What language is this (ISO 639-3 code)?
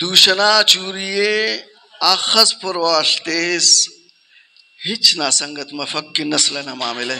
brh